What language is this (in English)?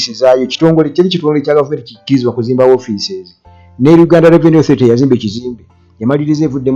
Ganda